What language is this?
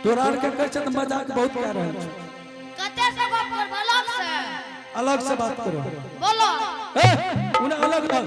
Angika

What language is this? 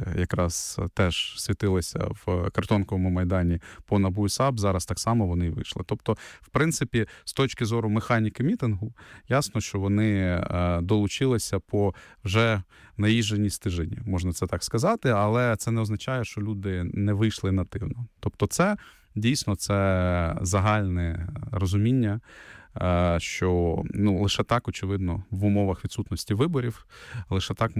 Ukrainian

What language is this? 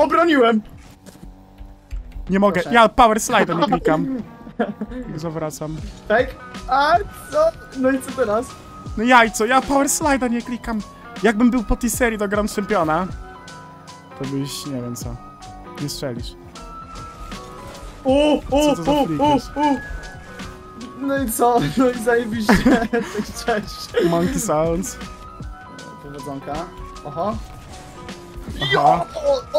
Polish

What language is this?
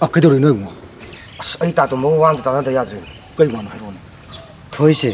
Manipuri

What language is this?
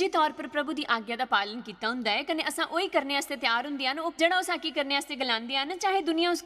Dogri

